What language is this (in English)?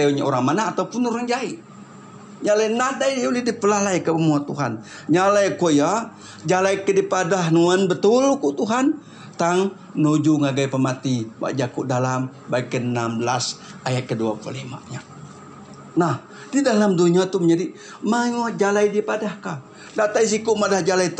Iban